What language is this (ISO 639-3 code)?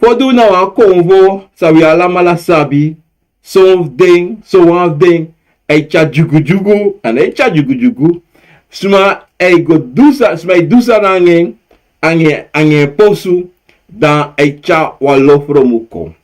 srn